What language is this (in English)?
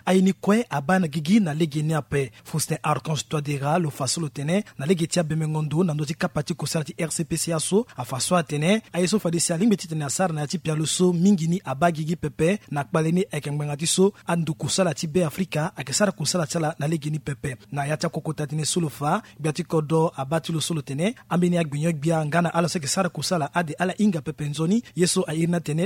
Sango